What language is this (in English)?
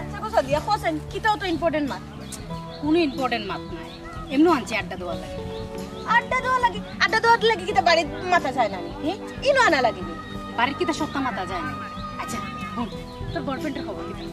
Sylheti